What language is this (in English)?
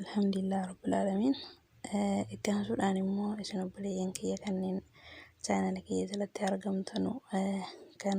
Oromo